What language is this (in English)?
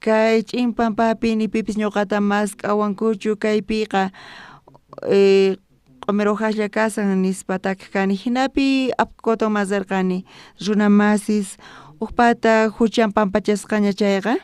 South Bolivian Quechua